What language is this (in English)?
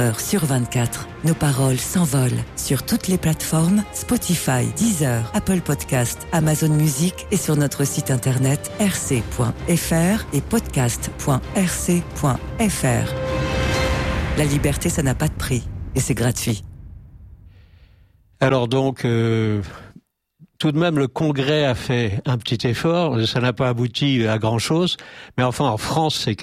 French